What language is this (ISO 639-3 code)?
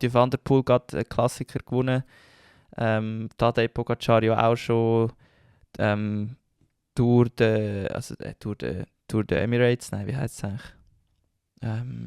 gsw